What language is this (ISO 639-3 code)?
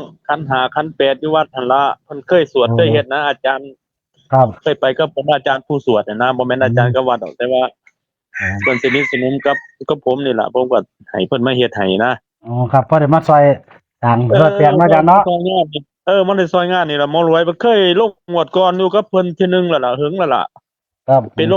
tts